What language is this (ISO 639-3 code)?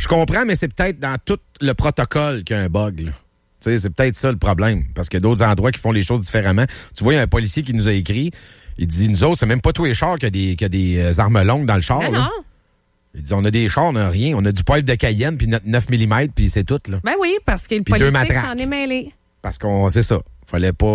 fra